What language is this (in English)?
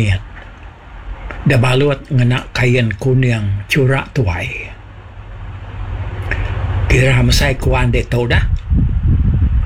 Iban